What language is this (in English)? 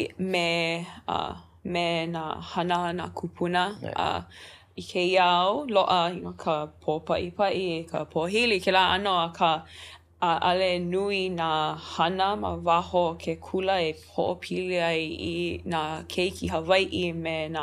Hawaiian